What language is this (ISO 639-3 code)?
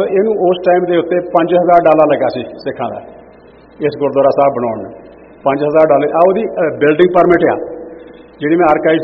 pan